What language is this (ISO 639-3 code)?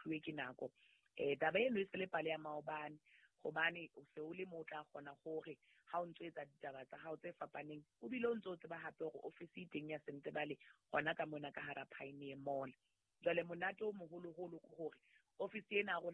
sot